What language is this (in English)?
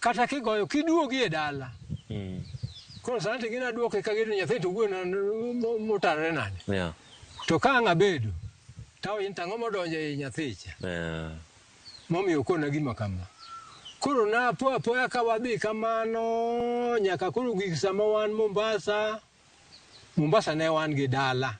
Luo (Kenya and Tanzania)